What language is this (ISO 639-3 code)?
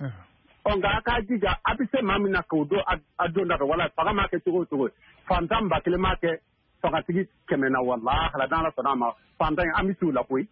bam